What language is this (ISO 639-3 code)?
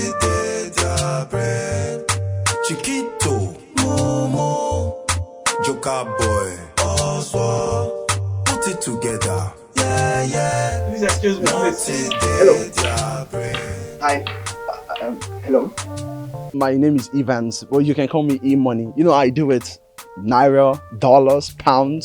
pcm